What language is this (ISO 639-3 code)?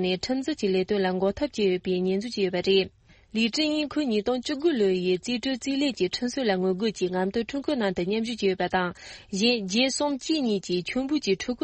bod